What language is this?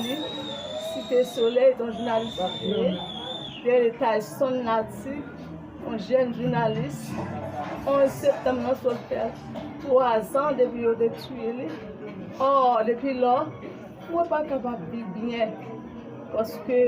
Haitian Creole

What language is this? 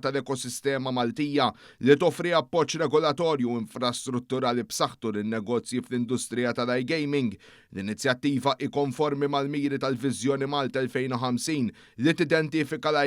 Maltese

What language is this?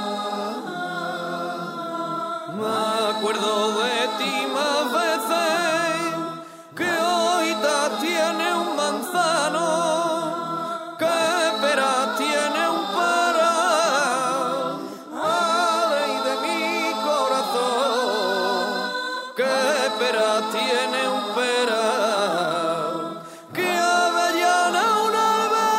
Spanish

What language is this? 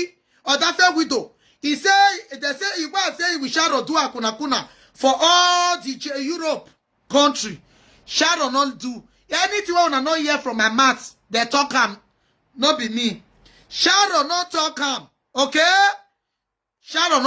Nigerian Pidgin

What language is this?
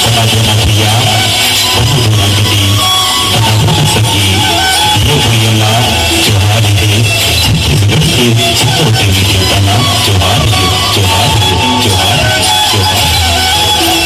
Chhattisgarhi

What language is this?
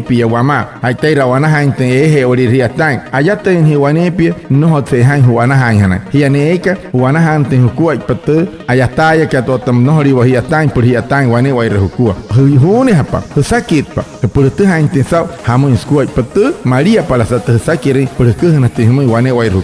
Wayuu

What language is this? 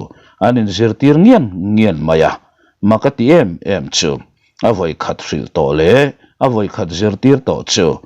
Mizo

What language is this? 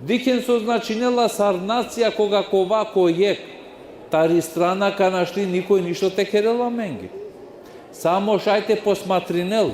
Balkan Romani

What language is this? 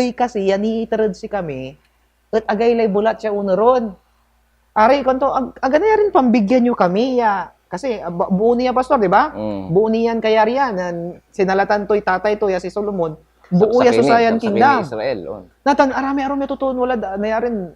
Pangasinan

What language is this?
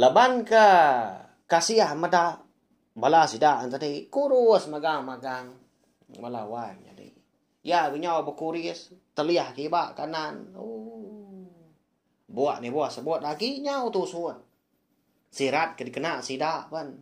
Iban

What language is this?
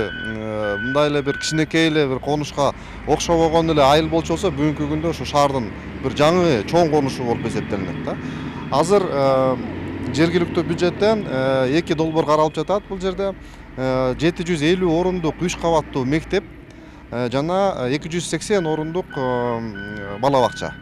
Kyrgyz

